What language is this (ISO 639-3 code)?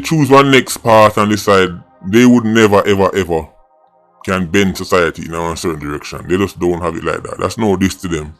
jam